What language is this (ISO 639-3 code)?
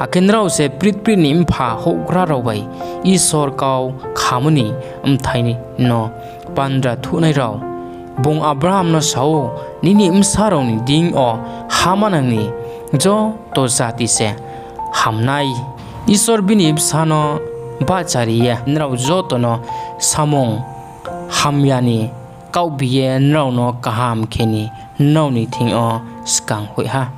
ria